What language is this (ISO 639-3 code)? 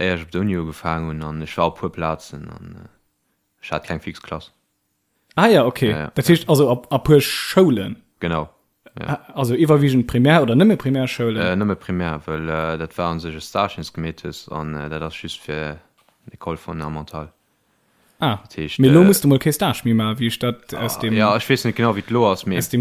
ltz